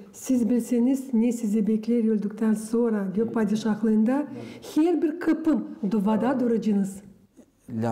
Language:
Gagauz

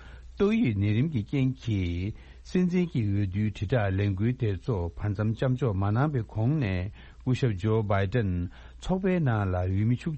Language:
Tibetan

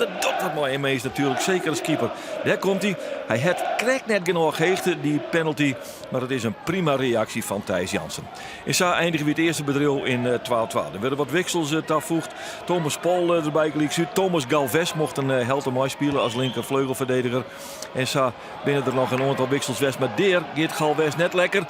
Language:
Western Frisian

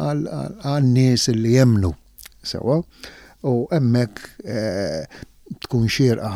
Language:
Maltese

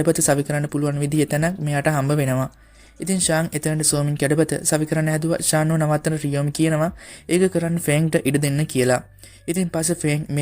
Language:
Sinhala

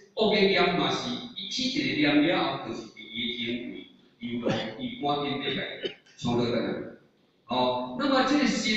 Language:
Min Nan Chinese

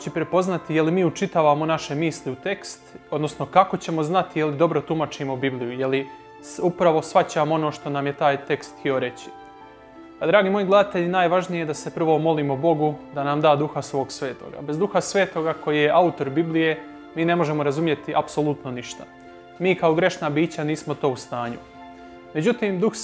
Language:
Croatian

